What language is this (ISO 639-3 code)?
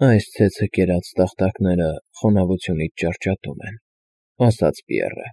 hye